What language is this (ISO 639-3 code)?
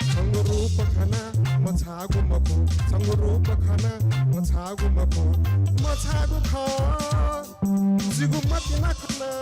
new